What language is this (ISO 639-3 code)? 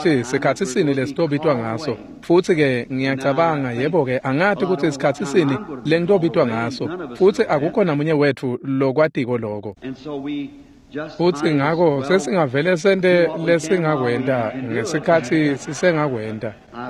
ssw